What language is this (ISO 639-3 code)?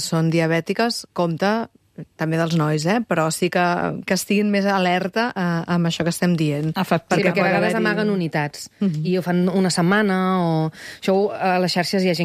cat